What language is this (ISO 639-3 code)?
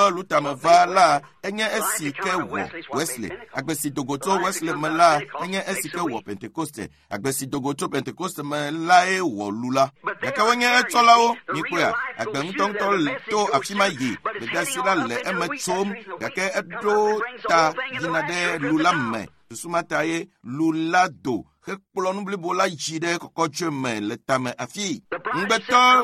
ewe